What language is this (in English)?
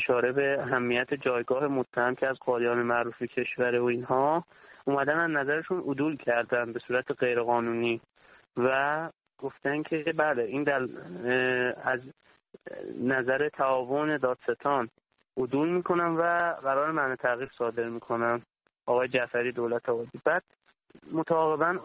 Persian